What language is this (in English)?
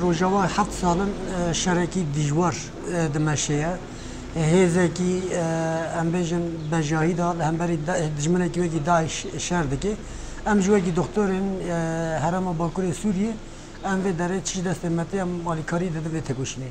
Kurdish